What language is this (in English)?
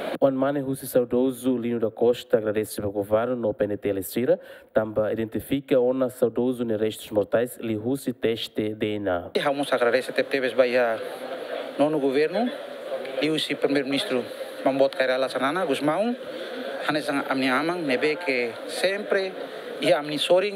Tetum